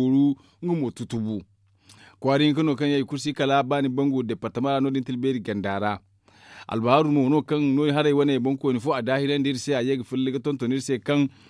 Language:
Zarma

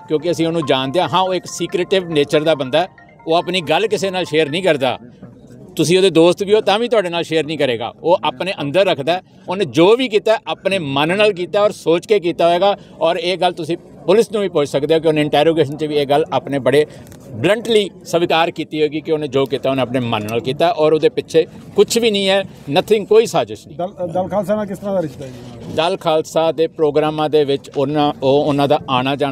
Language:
Punjabi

